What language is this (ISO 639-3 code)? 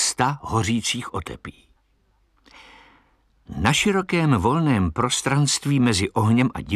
ces